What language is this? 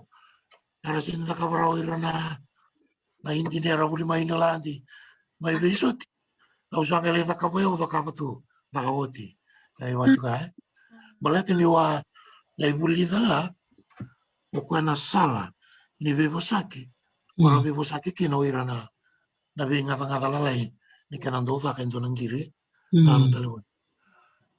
Fijian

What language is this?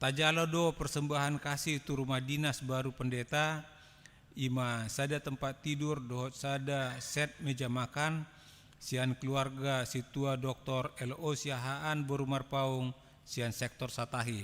Batak Toba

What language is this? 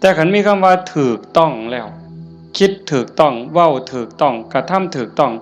Northeastern Thai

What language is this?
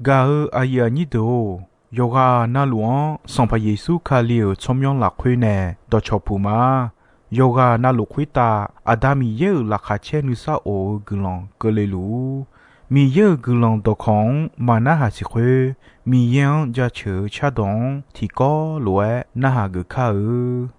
Akha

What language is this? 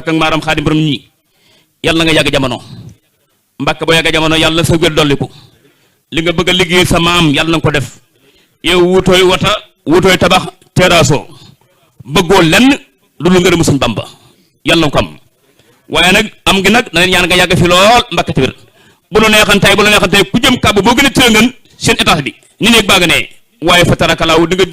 Wolof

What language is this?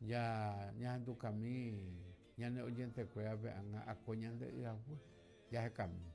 Guarani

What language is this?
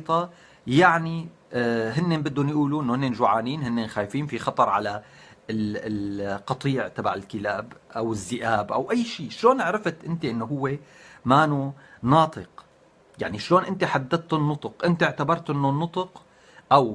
North Levantine Arabic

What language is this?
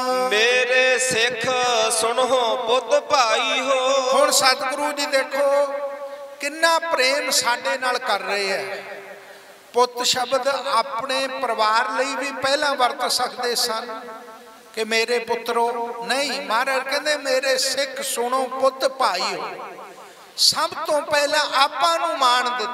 Punjabi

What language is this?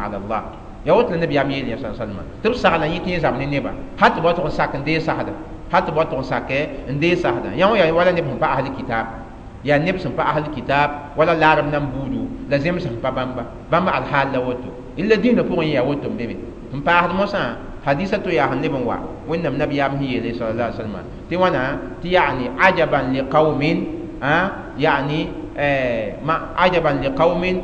Mossi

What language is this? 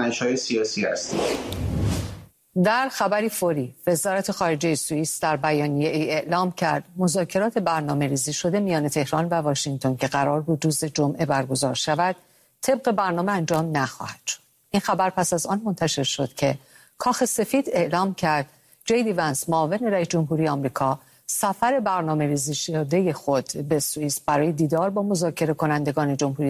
Persian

